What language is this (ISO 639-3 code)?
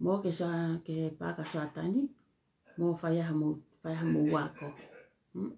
ton